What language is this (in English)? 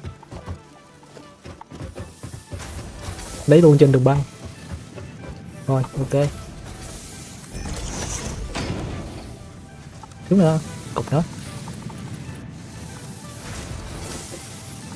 Vietnamese